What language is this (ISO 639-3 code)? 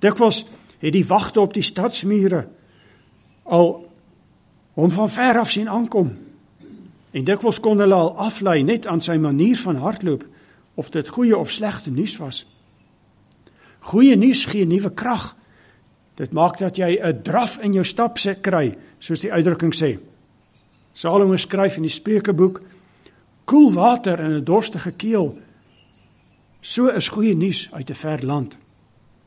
afr